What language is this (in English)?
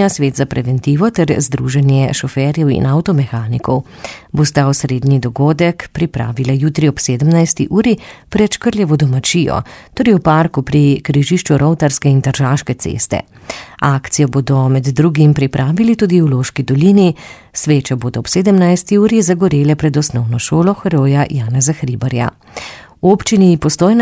Slovenian